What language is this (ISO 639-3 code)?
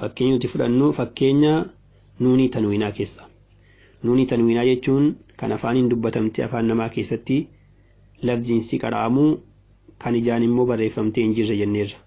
orm